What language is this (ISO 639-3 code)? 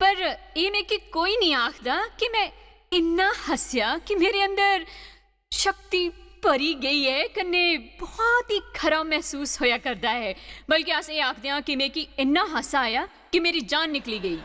doi